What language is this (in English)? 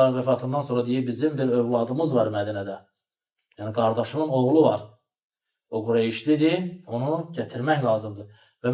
Azerbaijani